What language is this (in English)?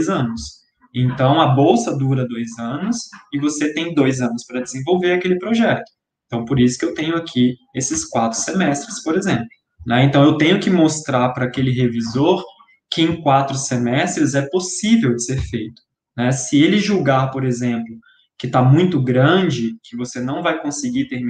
Portuguese